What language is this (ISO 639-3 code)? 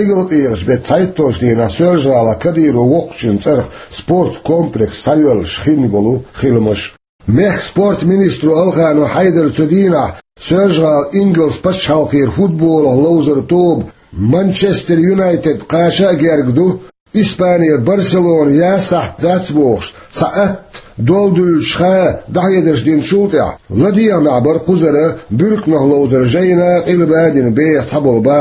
che